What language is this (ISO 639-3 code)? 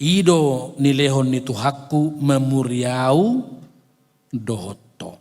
bbc